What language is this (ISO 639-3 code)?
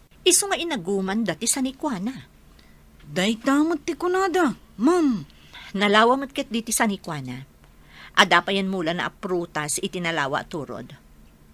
ilo